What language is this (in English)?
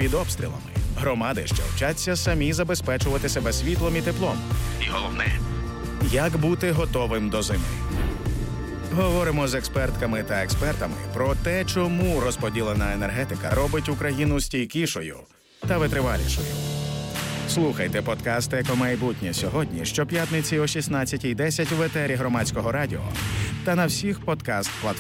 Ukrainian